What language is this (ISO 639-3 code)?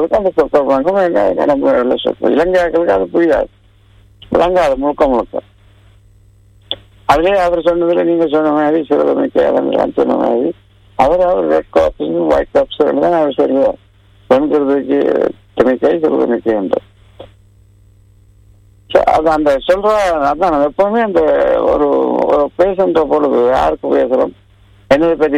tam